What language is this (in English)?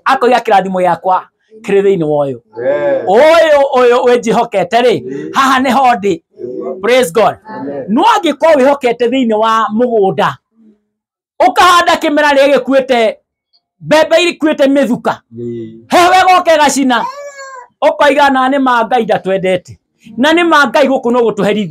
Kikuyu